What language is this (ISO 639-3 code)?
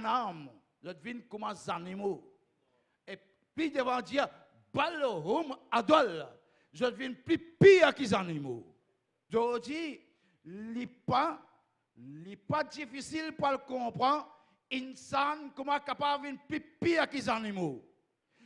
mfe